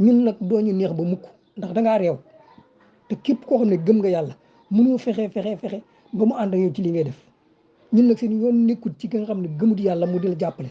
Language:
Wolof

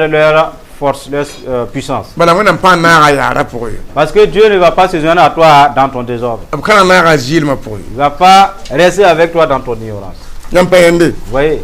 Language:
Mossi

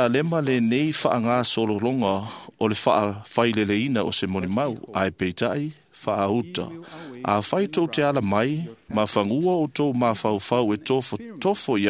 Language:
Samoan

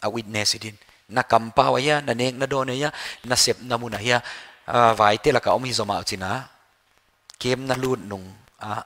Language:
Paite Chin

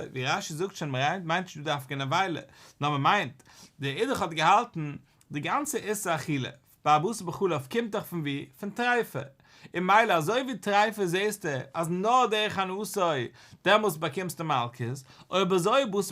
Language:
Yiddish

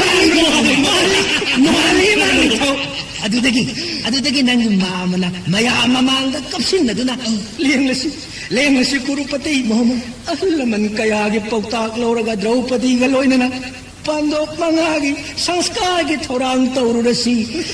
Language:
Manipuri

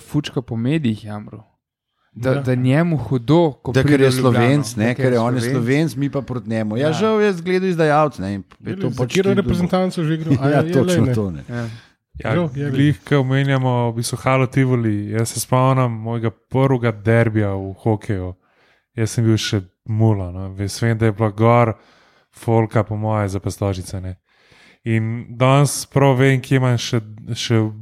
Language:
Slovenian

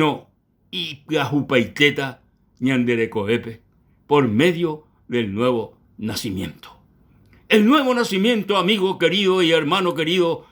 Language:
Guarani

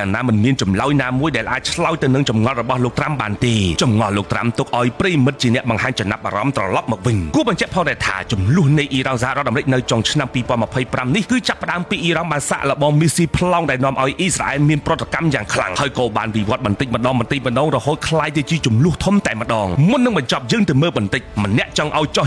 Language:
Khmer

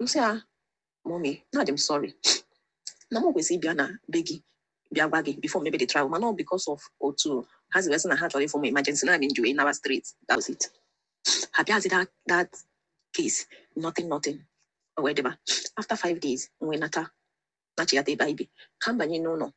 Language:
Igbo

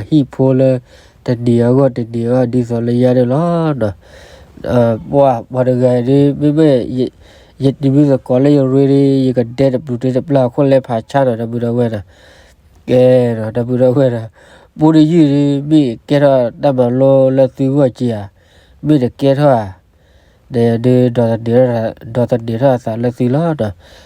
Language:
S'gaw Karen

